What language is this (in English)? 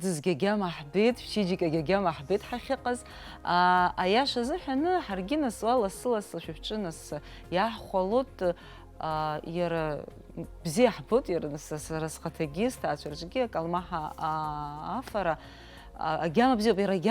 Abkhazian